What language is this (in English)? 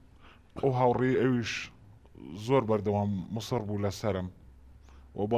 Central Kurdish